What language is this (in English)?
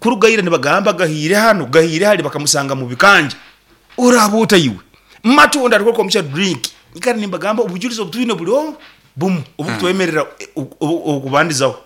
Nyankole